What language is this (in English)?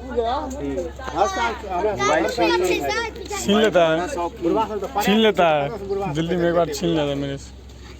Maithili